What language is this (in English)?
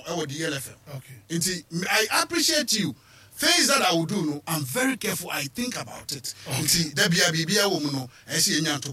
Akan